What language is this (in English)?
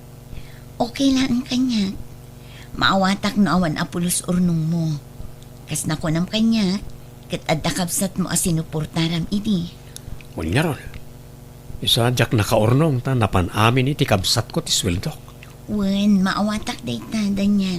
Iloko